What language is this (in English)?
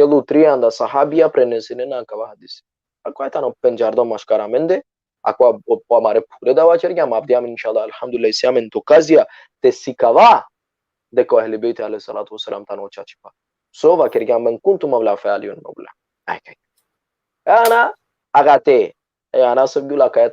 Balkan Romani